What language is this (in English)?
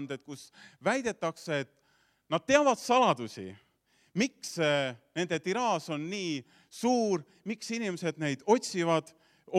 Estonian